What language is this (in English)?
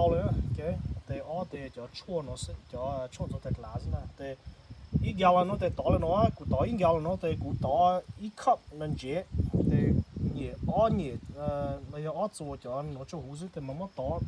Hmong